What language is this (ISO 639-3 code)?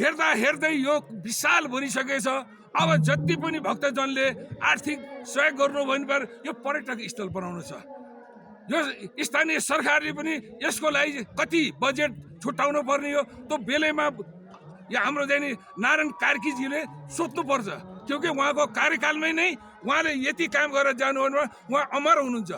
nep